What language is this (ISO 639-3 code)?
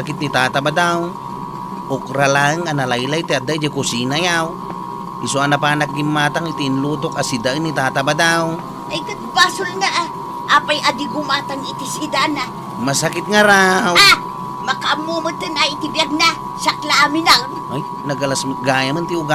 ilo